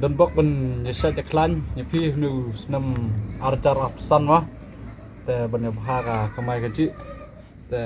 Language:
Khasi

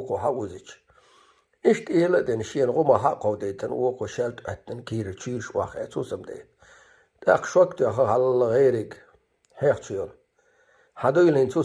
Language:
Chechen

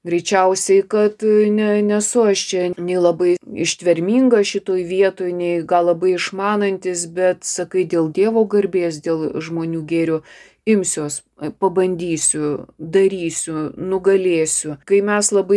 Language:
Lithuanian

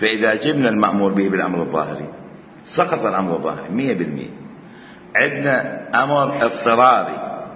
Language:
Mesopotamian Arabic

